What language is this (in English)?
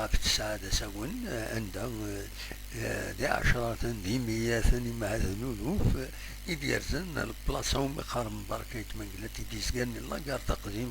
Kabyle